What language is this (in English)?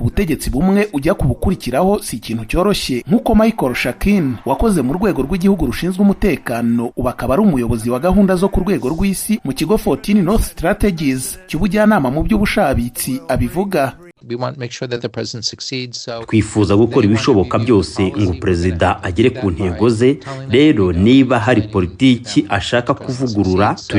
Kinyarwanda